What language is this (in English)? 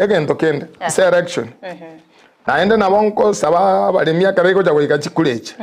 Gusii